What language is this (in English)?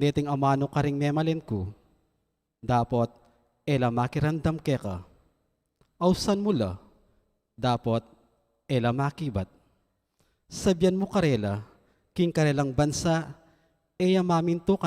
Pampanga